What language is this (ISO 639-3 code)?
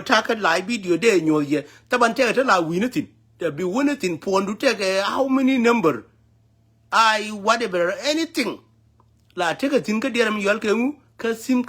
nus